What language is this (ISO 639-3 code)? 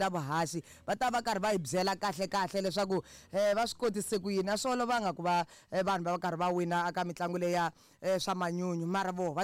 tso